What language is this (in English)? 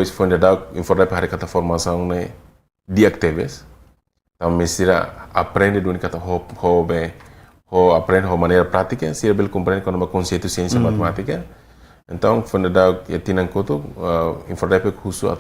Tetum